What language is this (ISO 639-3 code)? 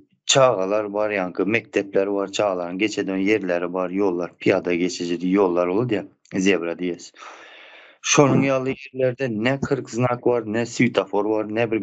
tuk